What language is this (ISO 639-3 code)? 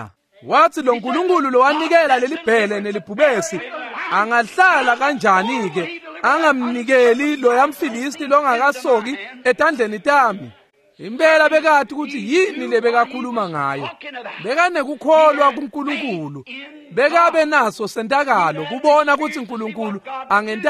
ssw